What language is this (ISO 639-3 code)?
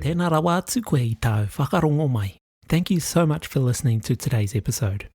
mri